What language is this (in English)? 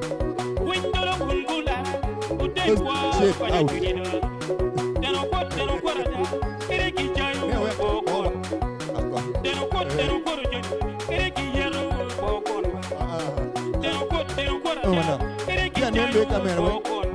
Acoli